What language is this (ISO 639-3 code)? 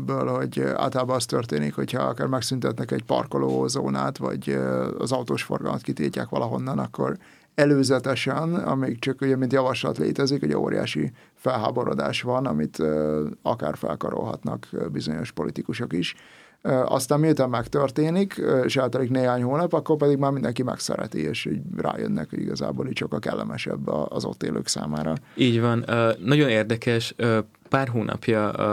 hun